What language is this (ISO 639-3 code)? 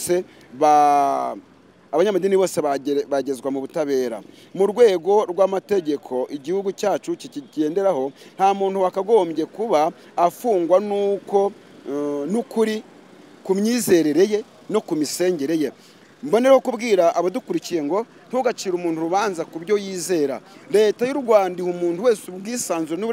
kin